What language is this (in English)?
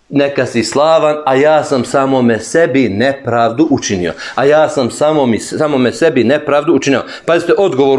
Bosnian